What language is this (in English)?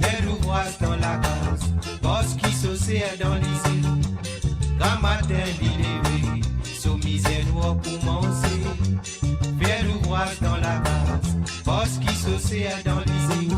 Morisyen